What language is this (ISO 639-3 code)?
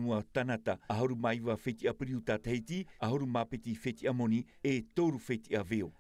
tah